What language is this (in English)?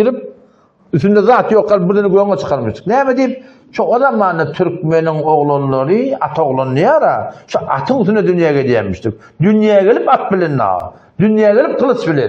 Turkmen